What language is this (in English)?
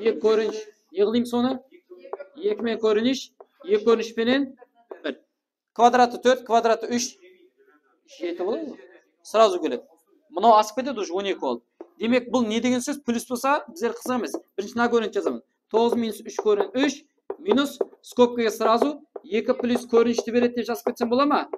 Kara-Kalpak